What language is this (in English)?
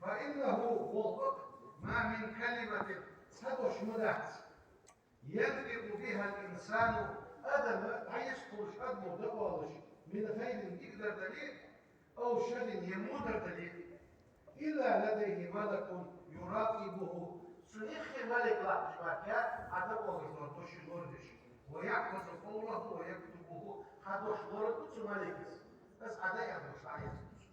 Ingush